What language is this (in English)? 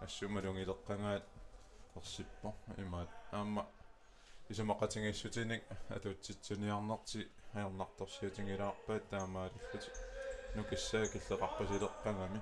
Kalaallisut